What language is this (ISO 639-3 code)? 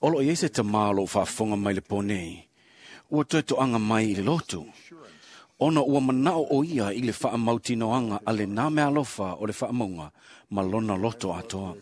smo